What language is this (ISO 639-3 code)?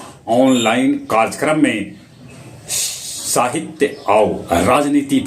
mag